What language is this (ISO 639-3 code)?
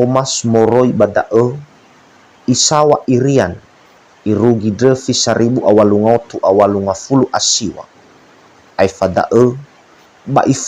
nia